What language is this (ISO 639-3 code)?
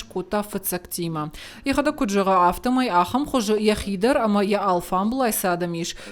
oss